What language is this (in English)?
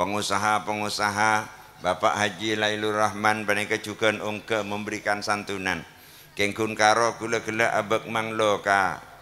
Madurese